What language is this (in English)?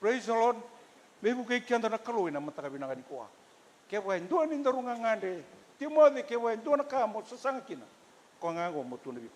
Fijian